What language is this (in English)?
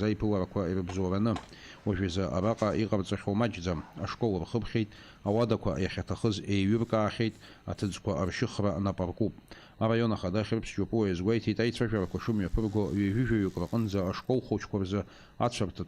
Abkhazian